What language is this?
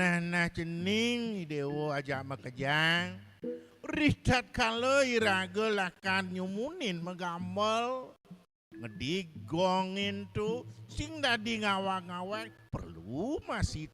Balinese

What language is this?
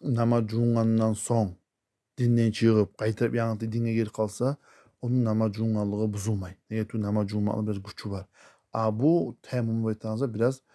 Kumyk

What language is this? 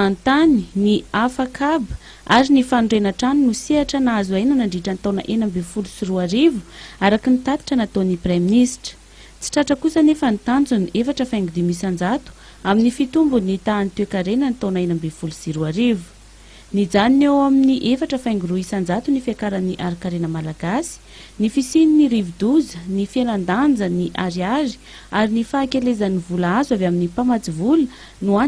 Malagasy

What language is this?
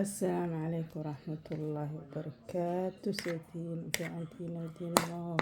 Somali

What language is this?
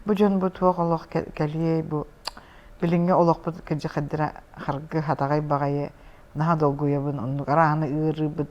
Yakut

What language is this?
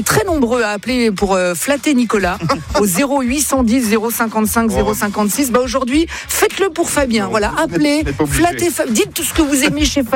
French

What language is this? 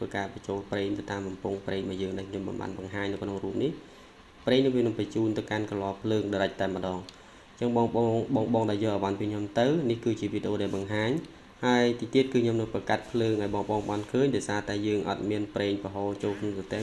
Khmer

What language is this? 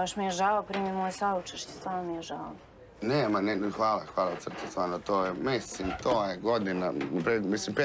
Serbian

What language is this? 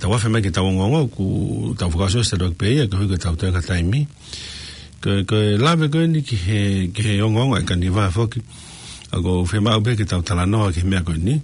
Tongan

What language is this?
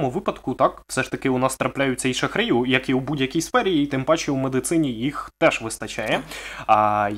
Ukrainian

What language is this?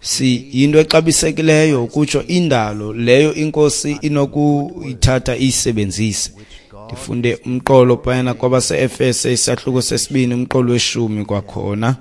Xhosa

